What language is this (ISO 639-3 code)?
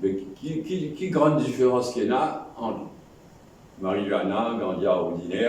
mfe